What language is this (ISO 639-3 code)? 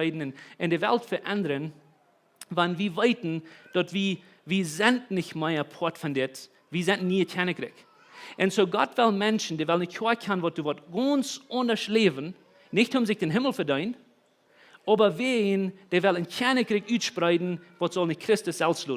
pdt